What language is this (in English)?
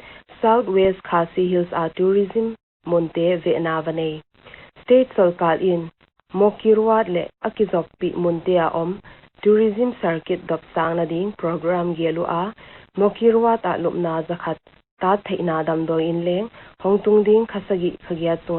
Paite Chin